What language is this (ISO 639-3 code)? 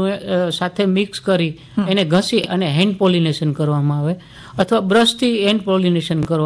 guj